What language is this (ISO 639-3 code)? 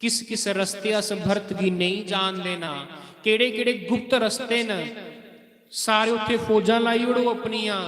doi